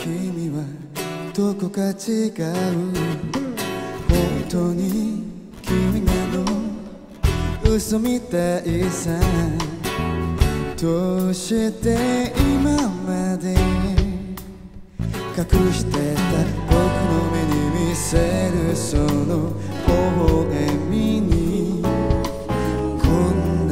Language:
Japanese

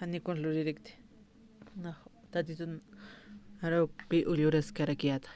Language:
Aymara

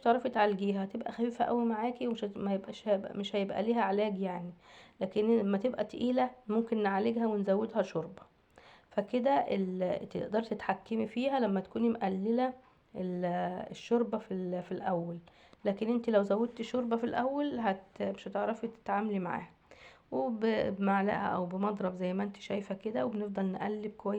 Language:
Egyptian Arabic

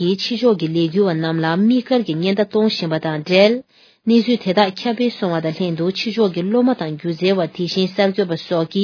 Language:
Tibetan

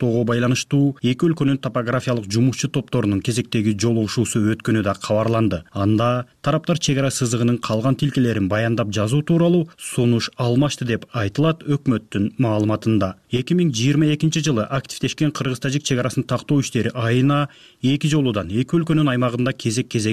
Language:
Kyrgyz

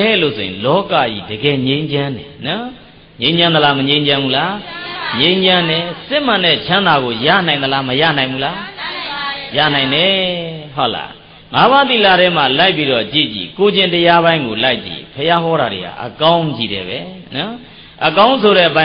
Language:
Burmese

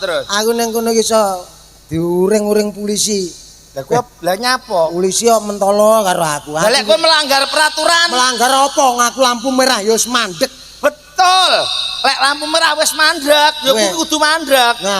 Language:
Javanese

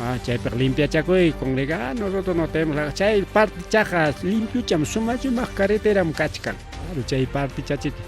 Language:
Ayacucho Quechua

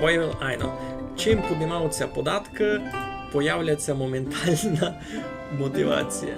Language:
Rusyn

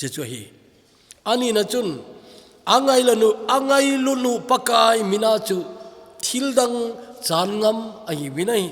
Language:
Thado Chin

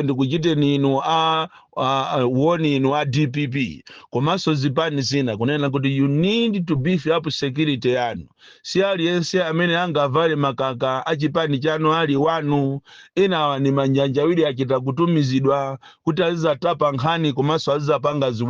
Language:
Nyanja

